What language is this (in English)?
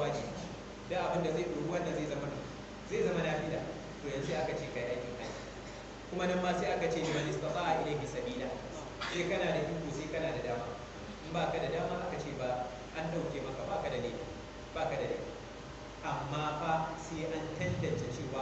Hausa